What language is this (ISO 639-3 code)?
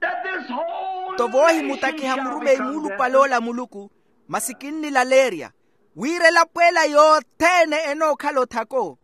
vmw